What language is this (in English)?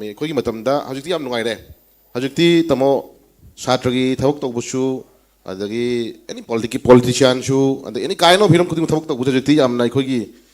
Manipuri